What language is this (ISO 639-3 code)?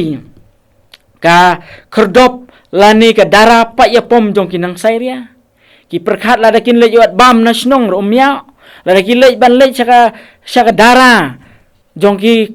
kha